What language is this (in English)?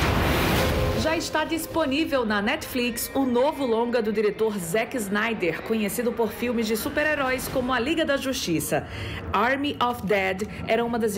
Portuguese